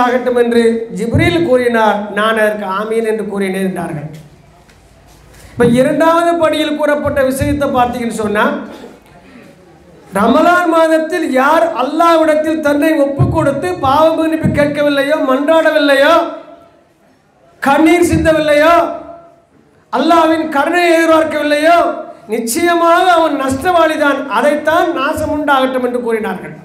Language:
Tamil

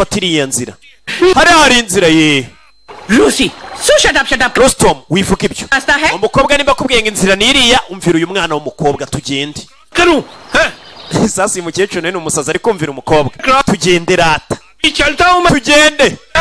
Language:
Kinyarwanda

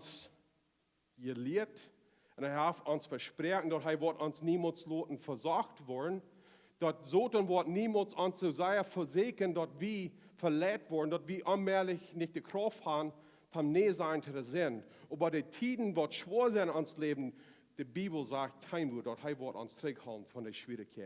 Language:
Plautdietsch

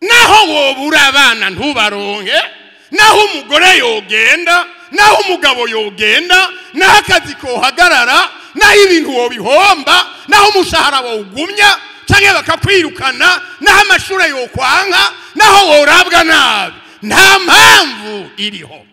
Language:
Rundi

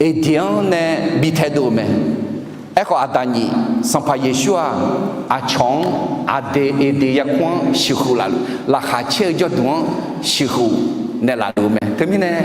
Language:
Akha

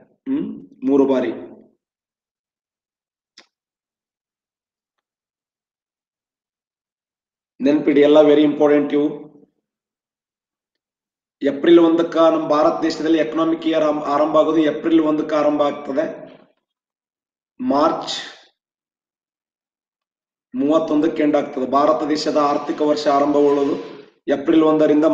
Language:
Kannada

